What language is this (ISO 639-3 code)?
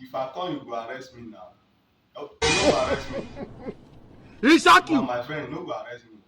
pcm